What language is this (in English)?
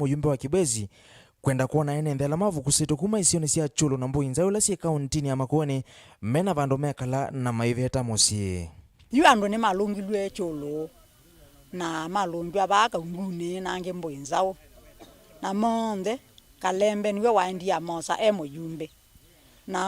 Kamba